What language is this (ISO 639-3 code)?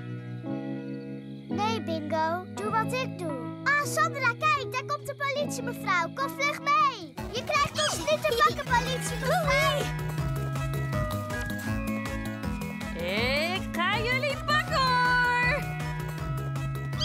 nld